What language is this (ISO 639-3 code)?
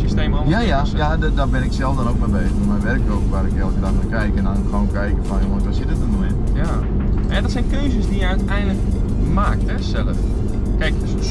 nld